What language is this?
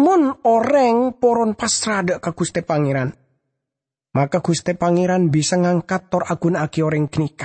Madurese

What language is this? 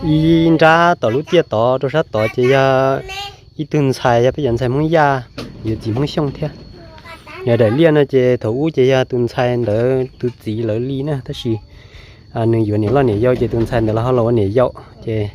Hmong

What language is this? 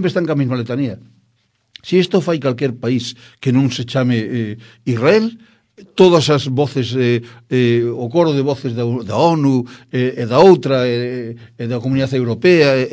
Galician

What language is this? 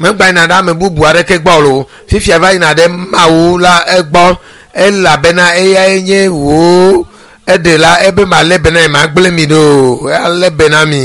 Ewe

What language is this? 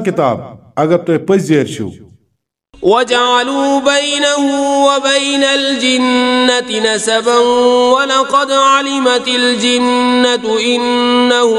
Kashmiri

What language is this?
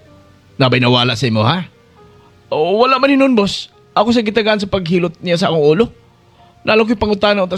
Cebuano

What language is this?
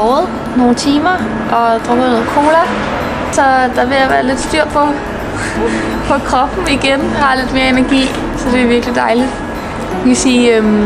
Danish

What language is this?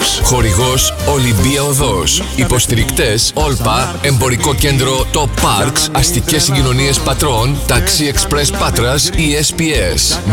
Greek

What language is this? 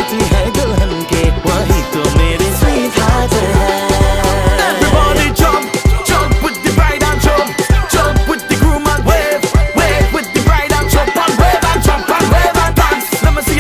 Hindi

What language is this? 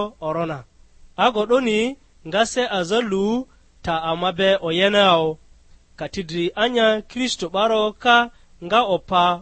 Lugbara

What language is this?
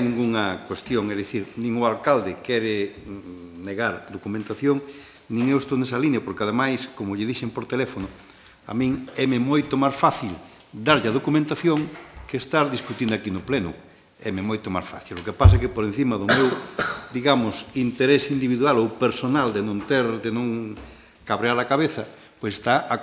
Galician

